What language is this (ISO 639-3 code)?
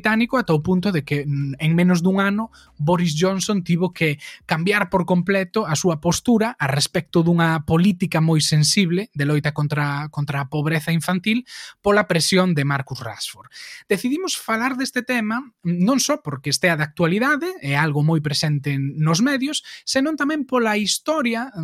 glg